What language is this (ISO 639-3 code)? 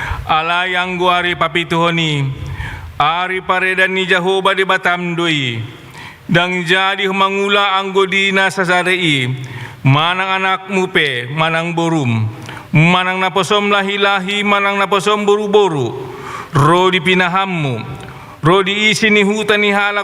bbc